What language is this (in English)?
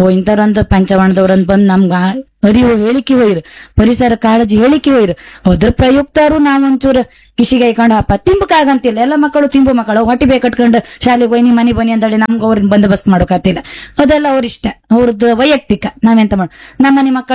Kannada